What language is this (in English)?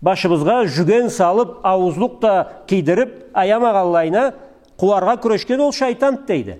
Karachay-Balkar